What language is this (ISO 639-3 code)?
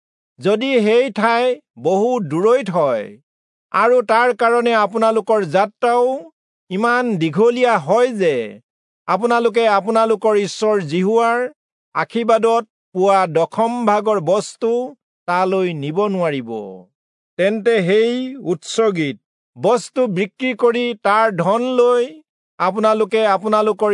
asm